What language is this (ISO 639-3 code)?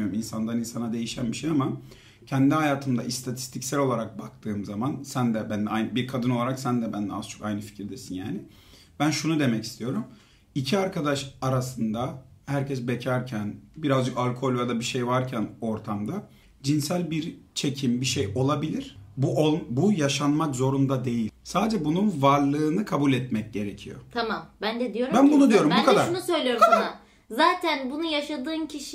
tur